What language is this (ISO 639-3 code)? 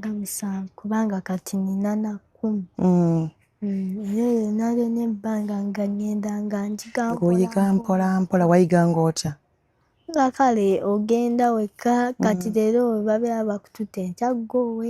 lug